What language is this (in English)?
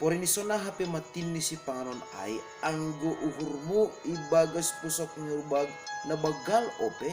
Batak Simalungun